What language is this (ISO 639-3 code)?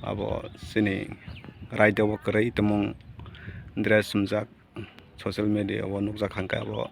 trp